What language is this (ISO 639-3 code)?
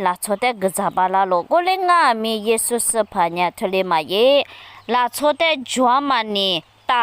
lis